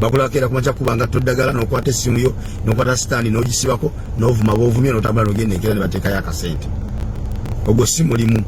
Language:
Ganda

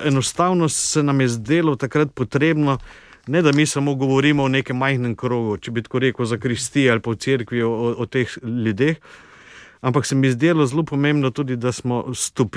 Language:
Slovenian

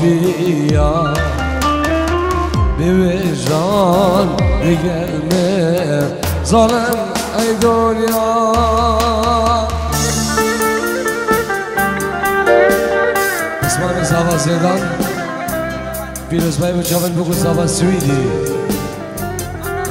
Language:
Persian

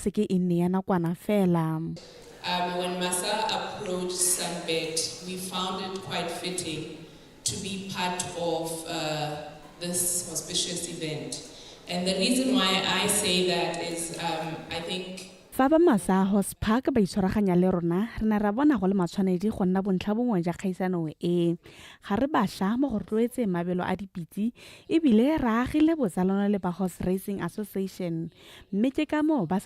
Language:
Tswana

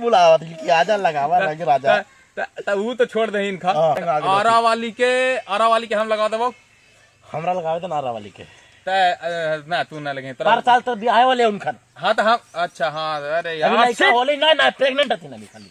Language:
Magahi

